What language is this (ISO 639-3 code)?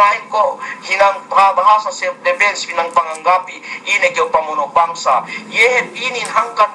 yka